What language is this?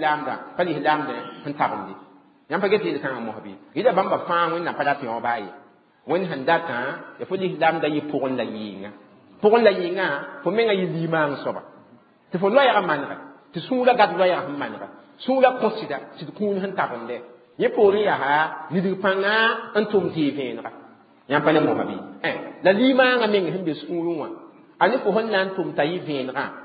Mossi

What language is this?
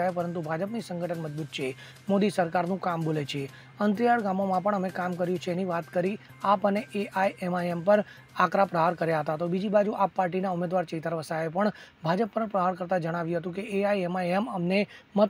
Gujarati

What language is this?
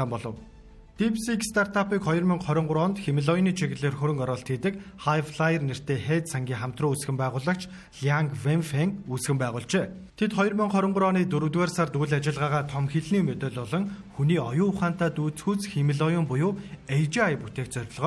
Mongolian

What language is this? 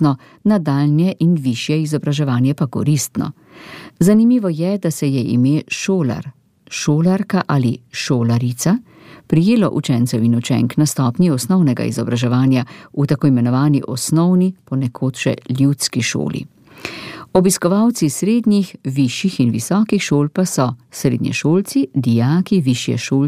Slovenian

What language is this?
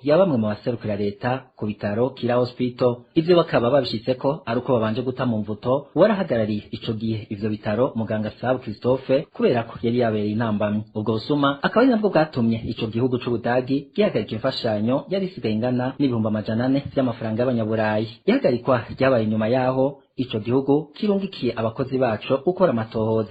Rundi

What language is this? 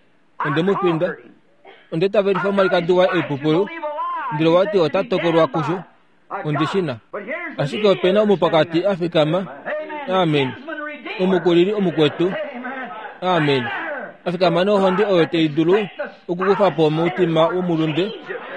Kuanyama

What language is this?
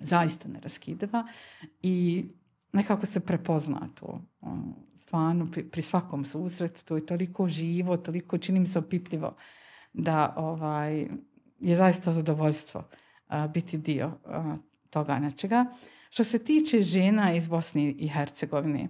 Bosnian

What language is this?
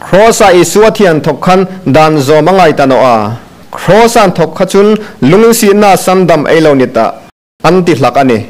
Hmar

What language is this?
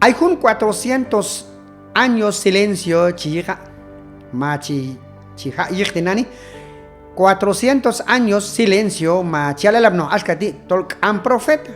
Q'anjob'al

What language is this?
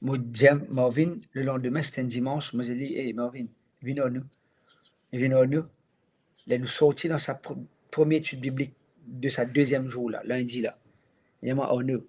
Morisyen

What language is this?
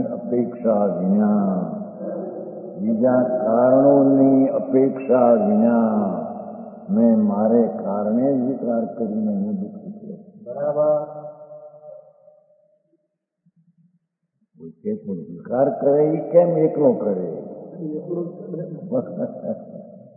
Gujarati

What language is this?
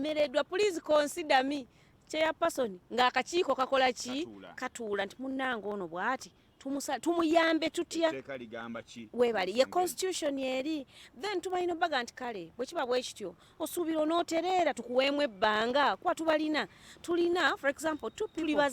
Ganda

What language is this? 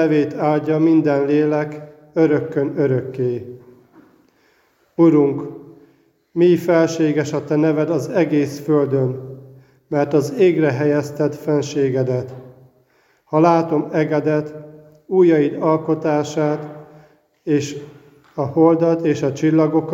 Hungarian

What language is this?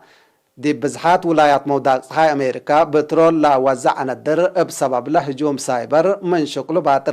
Tigre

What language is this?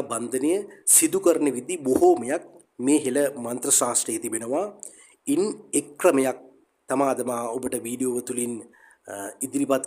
Sinhala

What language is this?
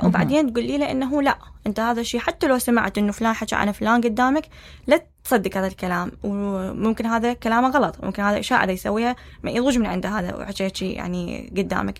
Mesopotamian Arabic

